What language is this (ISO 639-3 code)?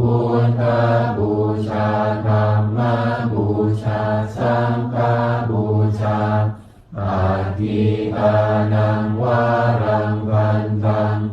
pli